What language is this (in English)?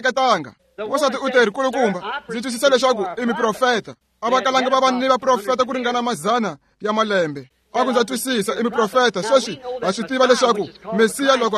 Tsonga